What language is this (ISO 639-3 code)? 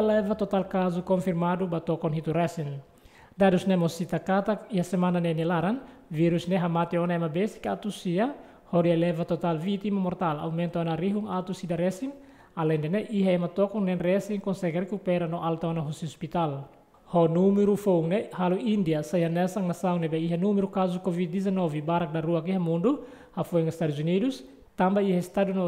tet